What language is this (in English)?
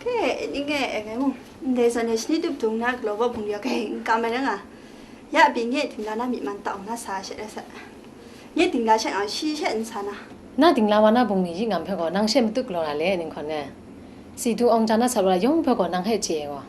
Kachin